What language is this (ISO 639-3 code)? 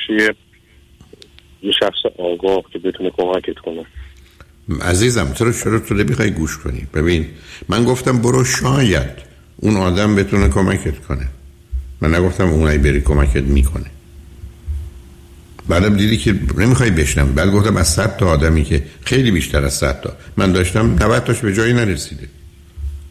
fas